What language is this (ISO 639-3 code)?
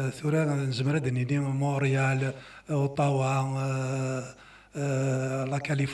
kab